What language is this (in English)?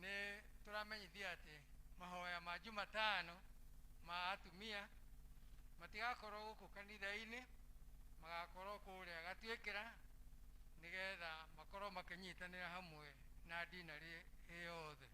Kikuyu